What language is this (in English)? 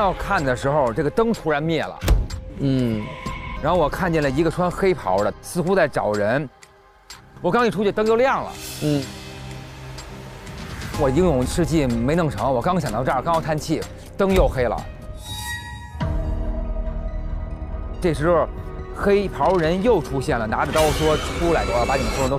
Chinese